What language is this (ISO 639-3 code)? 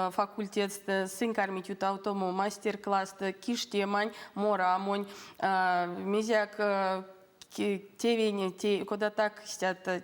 myv